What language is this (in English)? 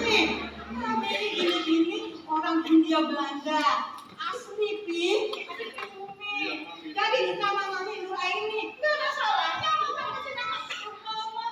Betawi